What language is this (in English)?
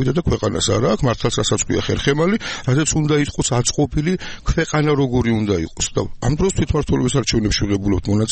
Georgian